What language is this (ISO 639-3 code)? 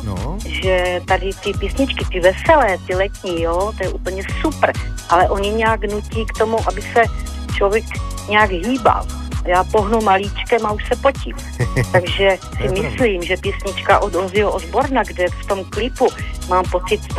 ces